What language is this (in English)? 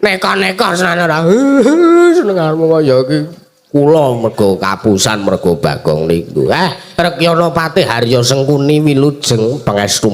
Javanese